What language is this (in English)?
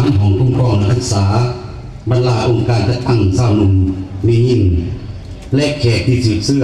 Lao